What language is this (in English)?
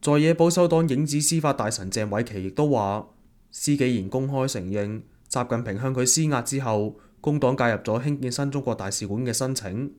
Cantonese